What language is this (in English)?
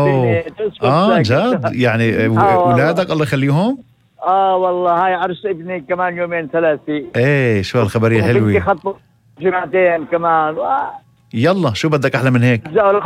North Levantine Arabic